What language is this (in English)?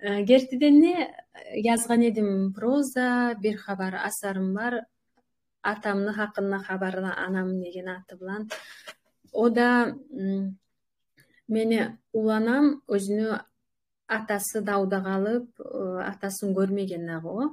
Kumyk